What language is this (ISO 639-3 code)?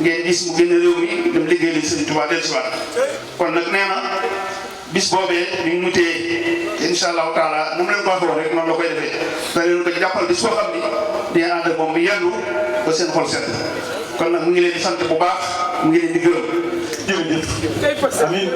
wol